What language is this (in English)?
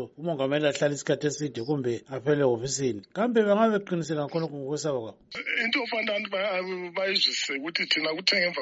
North Ndebele